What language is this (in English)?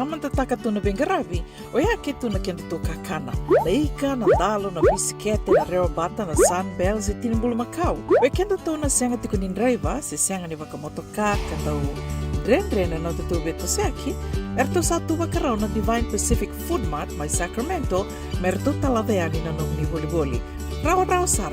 Fijian